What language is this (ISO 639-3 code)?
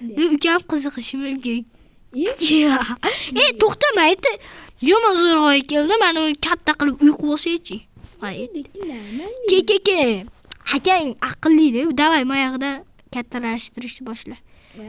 uzb